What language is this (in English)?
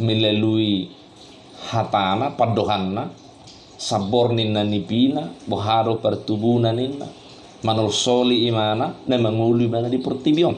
Batak Toba